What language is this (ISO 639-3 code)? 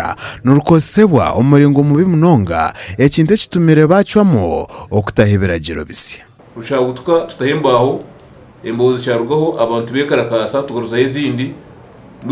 nyn